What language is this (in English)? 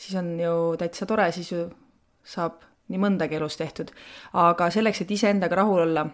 Estonian